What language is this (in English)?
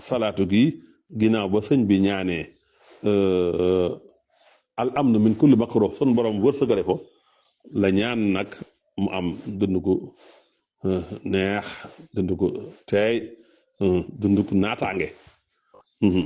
Wolof